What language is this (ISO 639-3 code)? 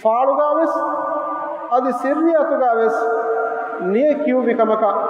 div